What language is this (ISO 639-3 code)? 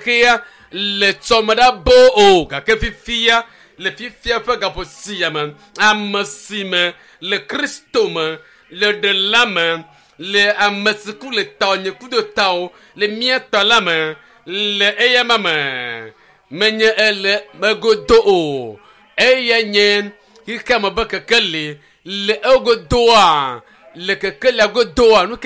ewe